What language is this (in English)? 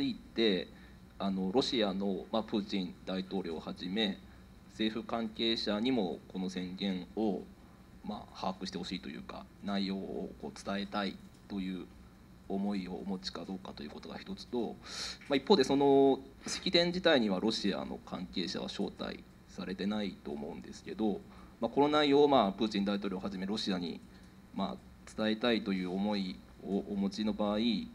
Japanese